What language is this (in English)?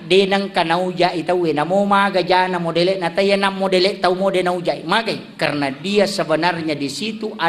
Buginese